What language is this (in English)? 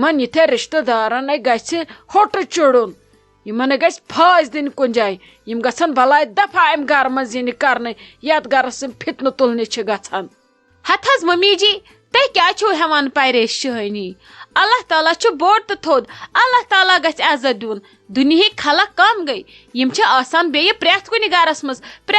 Kashmiri